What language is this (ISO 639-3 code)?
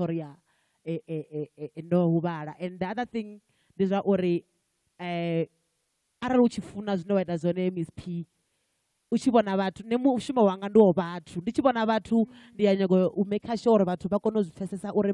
ven